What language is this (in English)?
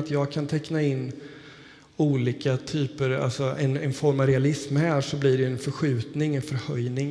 Swedish